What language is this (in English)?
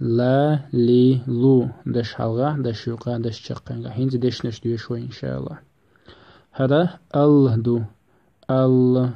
Chechen